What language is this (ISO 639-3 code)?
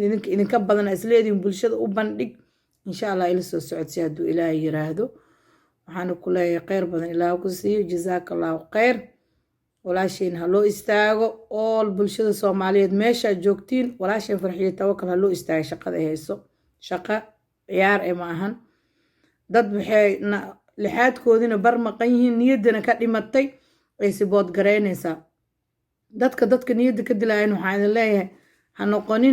som